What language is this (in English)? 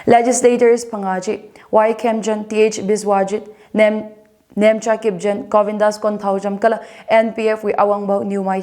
Tangkhul Naga (India)